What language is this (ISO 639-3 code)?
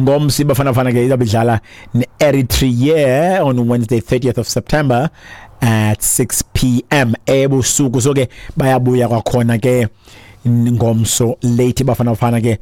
xho